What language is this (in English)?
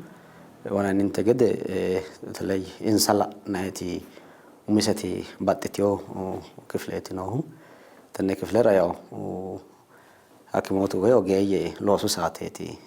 Sidamo